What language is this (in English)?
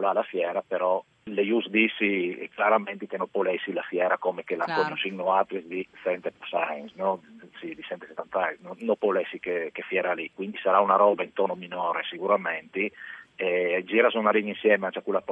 Friulian